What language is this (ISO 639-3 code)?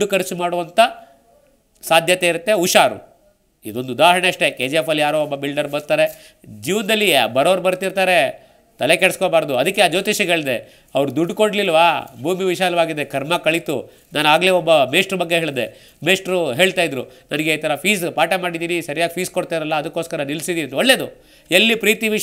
kan